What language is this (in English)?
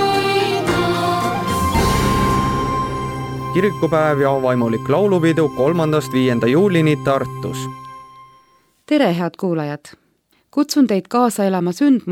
Estonian